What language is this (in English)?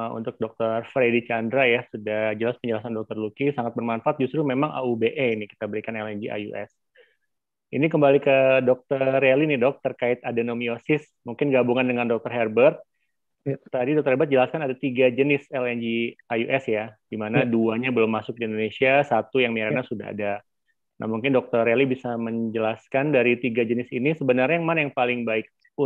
Indonesian